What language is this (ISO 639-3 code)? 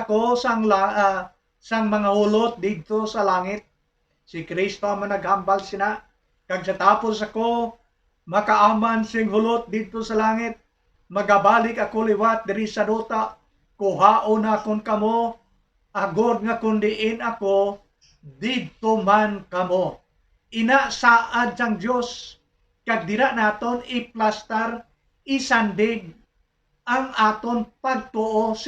hil